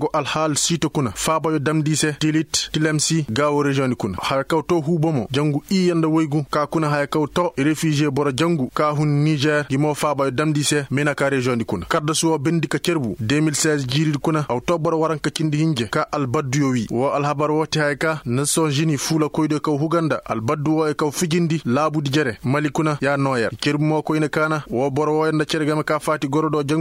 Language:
Koyraboro Senni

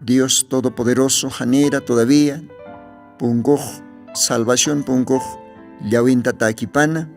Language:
Aymara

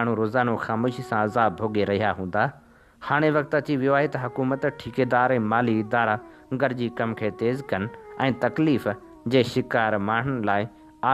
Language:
Sindhi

